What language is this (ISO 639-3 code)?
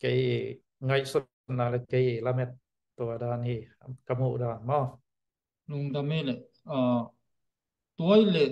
ctd